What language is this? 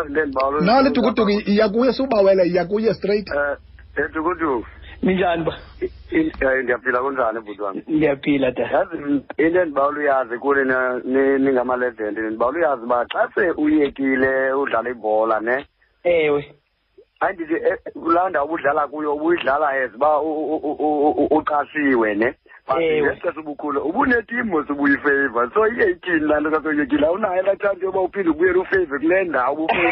Xhosa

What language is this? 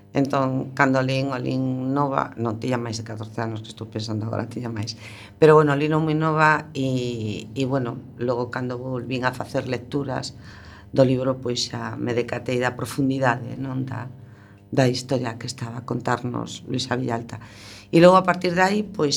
Galician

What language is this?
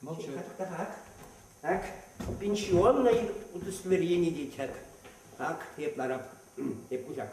Chuvash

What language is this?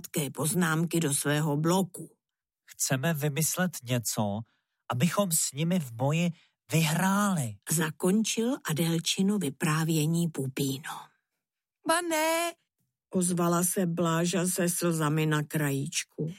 Czech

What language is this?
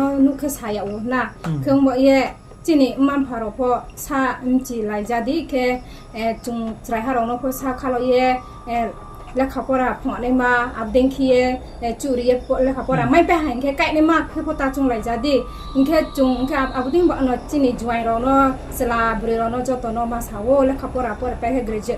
Riang (India)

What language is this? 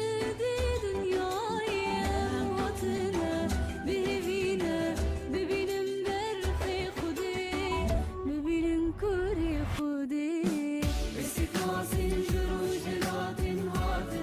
Kurdish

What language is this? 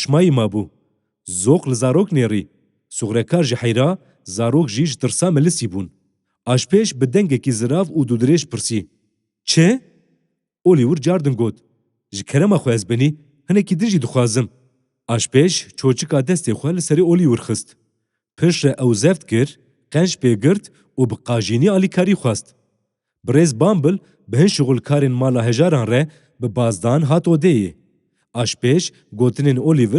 Kurdish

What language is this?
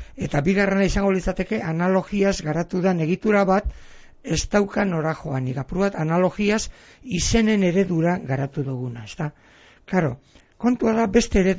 Basque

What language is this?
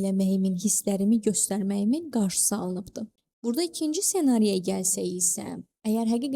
Azerbaijani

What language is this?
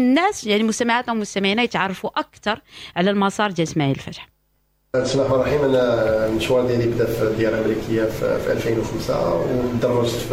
Moroccan Arabic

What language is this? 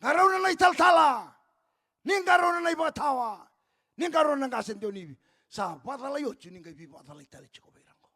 Fijian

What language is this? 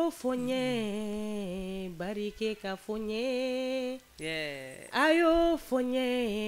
Bambara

